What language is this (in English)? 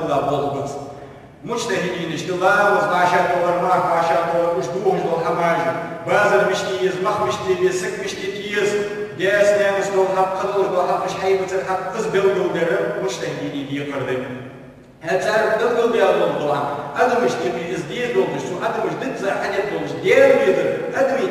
Ingush